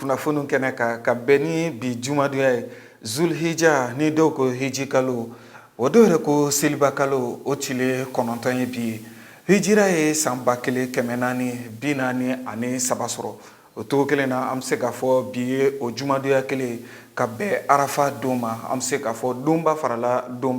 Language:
Bambara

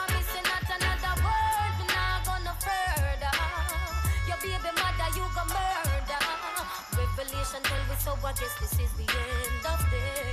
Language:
Jamaican Creole English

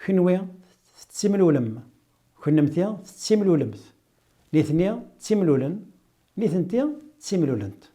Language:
Kabyle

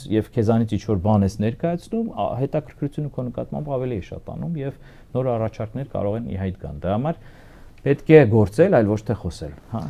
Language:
Armenian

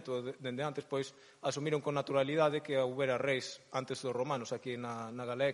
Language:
Galician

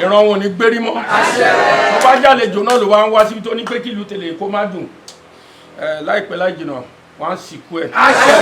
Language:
Yoruba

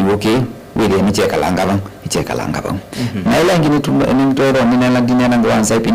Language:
Kamba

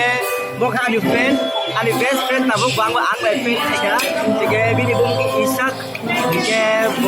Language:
Kok Borok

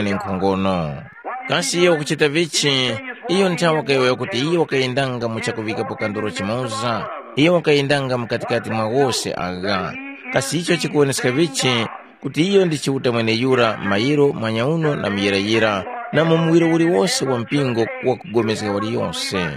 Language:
Tumbuka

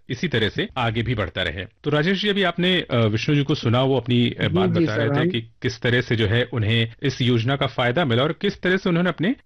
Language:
Hindi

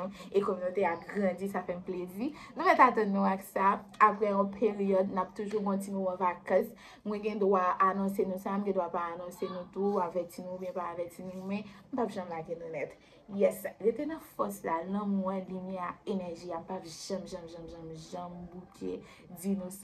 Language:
Haitian Creole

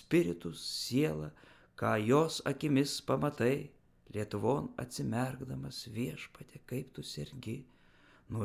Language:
Lithuanian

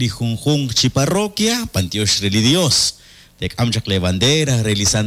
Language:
Kekchí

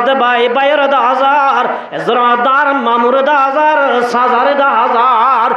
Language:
Rohingya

